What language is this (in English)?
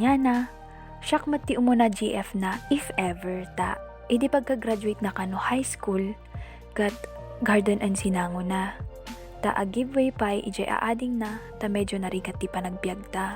Iloko